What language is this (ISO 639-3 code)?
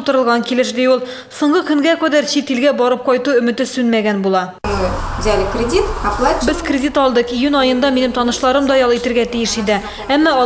tat